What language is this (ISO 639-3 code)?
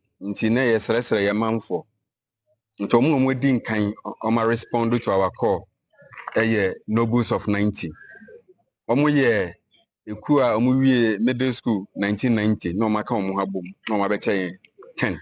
aka